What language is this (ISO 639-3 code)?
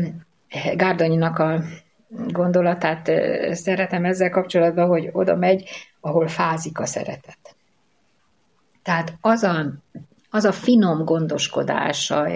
hun